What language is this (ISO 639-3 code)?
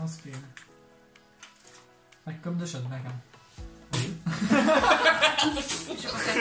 hun